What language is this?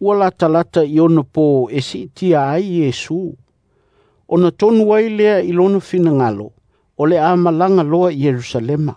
Samoan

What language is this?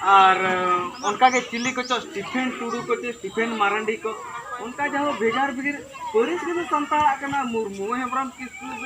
Santali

